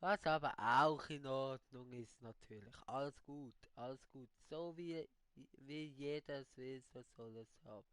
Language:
Swiss German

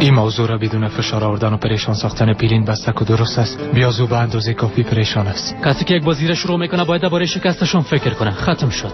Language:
Persian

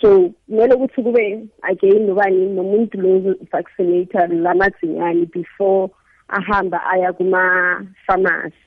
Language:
South Ndebele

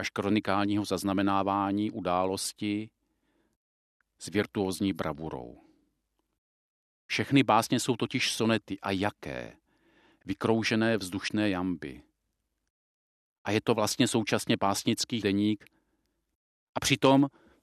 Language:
Czech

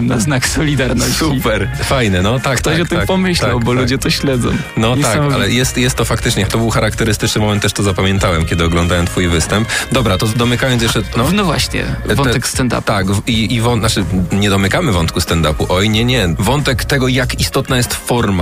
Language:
Polish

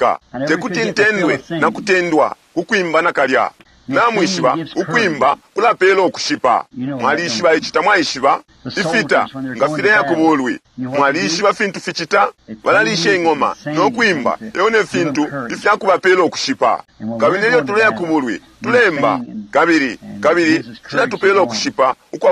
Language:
Bemba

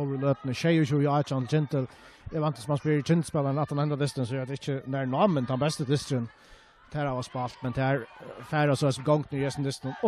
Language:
Faroese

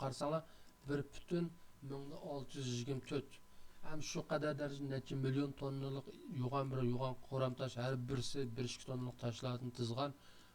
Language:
Uyghur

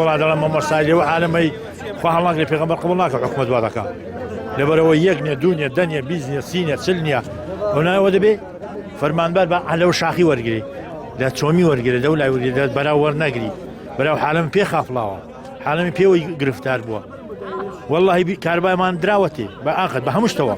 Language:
Central Kurdish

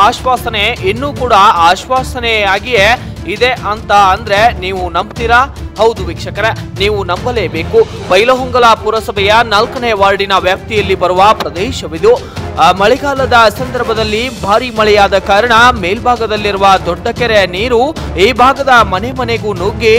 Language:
Kannada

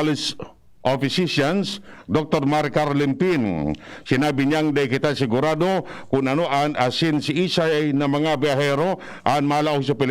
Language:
Bikol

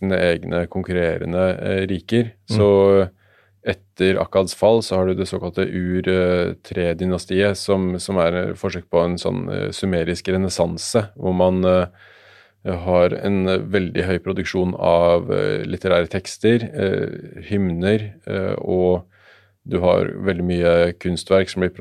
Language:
Norwegian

